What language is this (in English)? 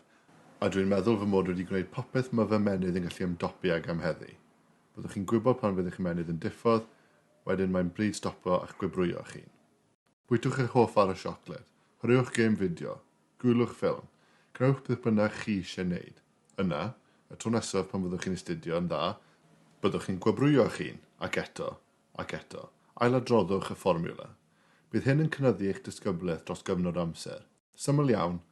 Welsh